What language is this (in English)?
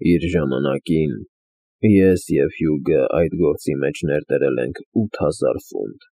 Armenian